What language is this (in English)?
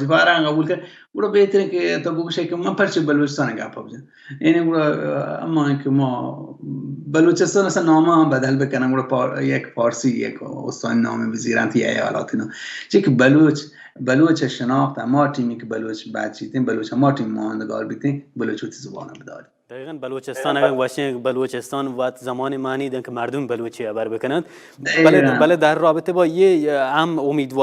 Baluchi